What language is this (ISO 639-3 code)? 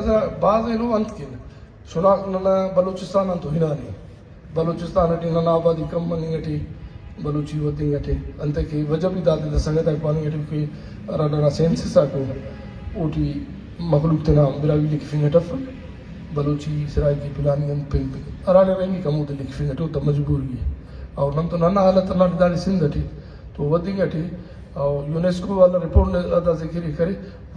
brh